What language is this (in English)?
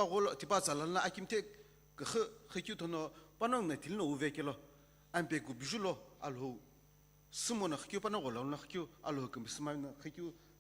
Sumi Naga